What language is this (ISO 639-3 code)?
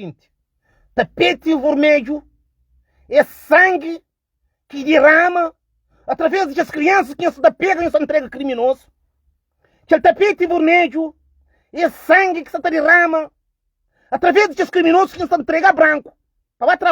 kea